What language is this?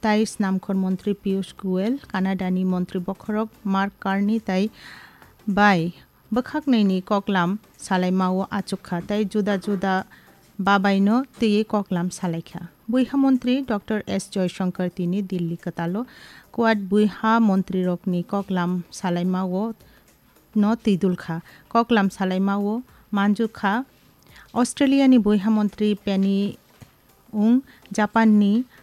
Kok Borok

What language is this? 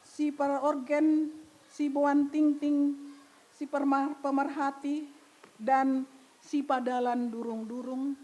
Batak Simalungun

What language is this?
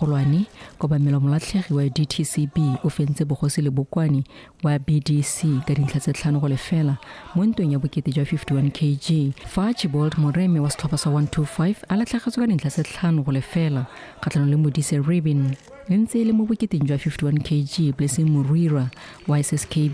Tswana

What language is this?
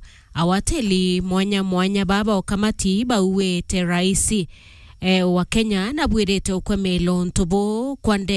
Meru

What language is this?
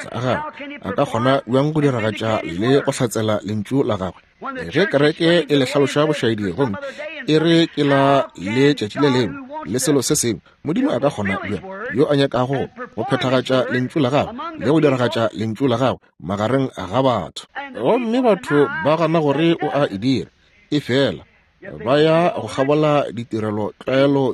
Northern Sotho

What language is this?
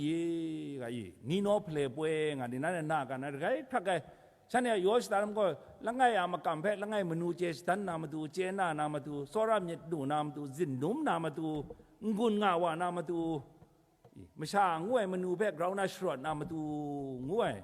Kachin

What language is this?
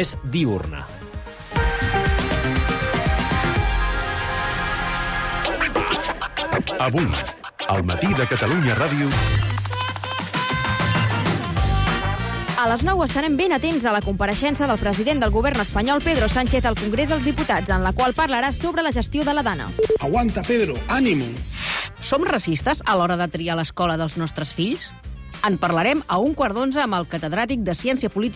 Catalan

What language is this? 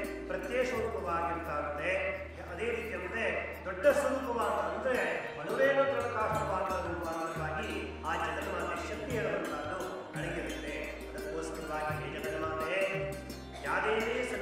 Kannada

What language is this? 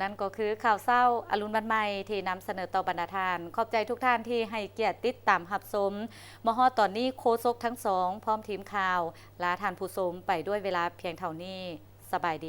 Lao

